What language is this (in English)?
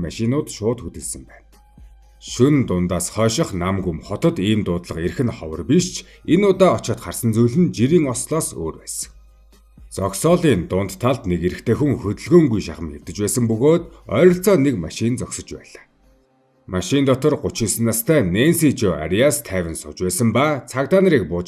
Mongolian